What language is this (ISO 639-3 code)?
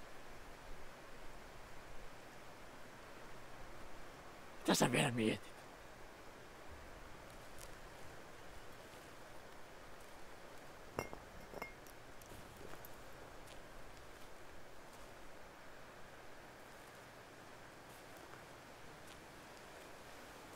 fin